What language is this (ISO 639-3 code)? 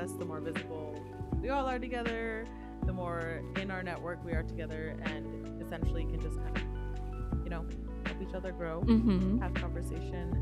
eng